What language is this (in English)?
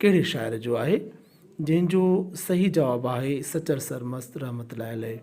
Sindhi